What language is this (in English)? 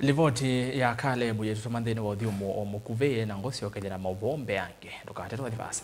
Kamba